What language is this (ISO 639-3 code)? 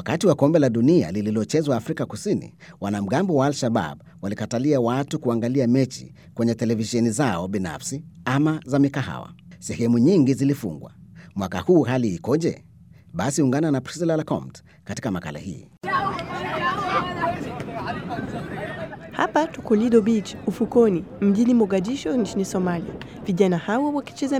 swa